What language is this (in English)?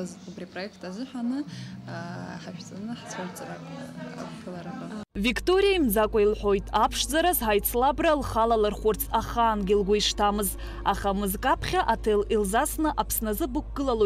Abkhazian